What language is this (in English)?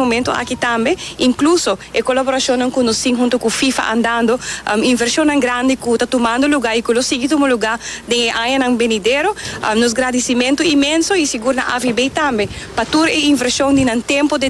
Papiamento